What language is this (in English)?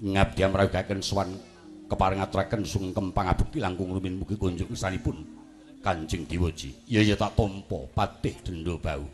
Javanese